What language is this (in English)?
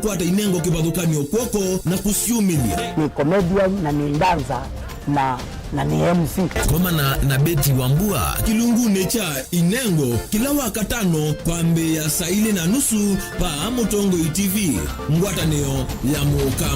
Kamba